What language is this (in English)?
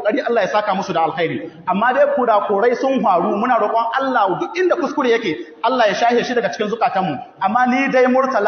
Hausa